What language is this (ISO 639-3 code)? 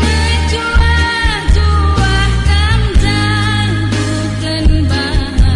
btx